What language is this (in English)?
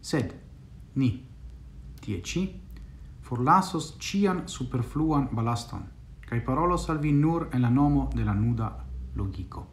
Esperanto